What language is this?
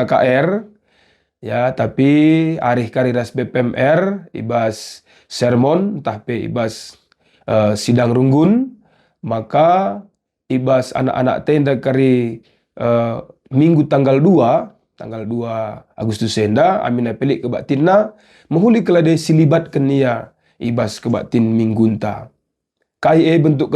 Batak Karo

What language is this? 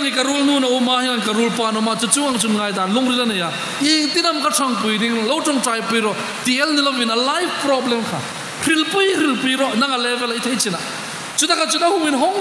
Hmar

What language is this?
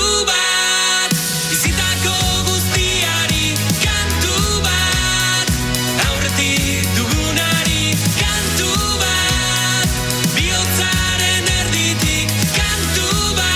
Basque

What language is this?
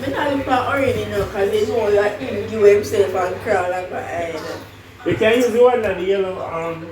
Jamaican Creole English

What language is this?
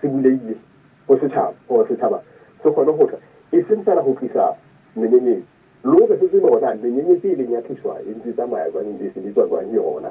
Southern Sotho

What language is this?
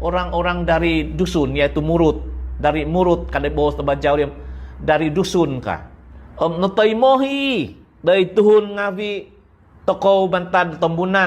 Central Dusun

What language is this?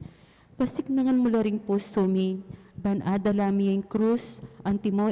Pampanga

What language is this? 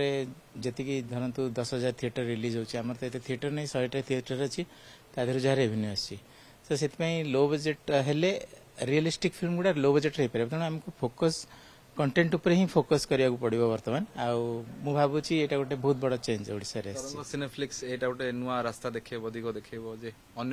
Odia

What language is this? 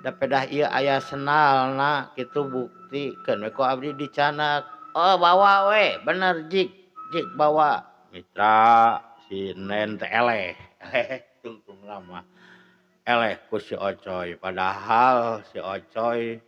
Sundanese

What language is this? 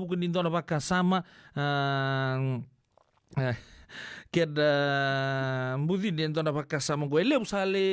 Fijian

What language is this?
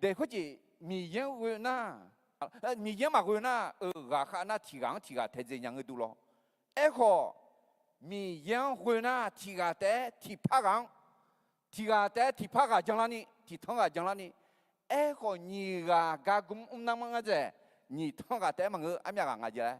Akha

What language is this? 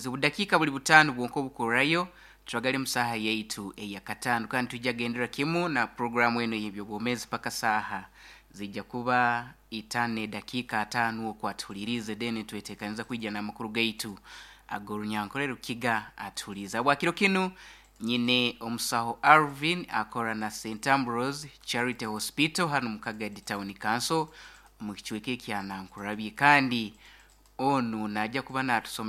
Nyoro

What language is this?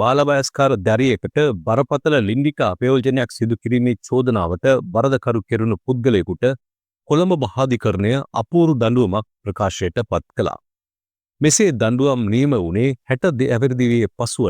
Sinhala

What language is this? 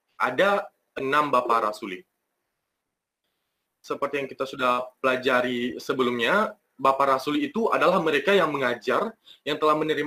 Indonesian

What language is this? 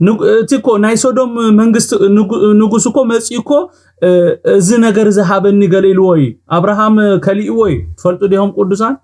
Tigrinya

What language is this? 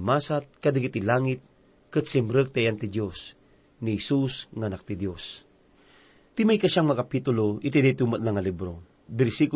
Iloko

